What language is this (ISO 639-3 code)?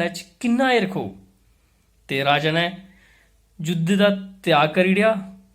doi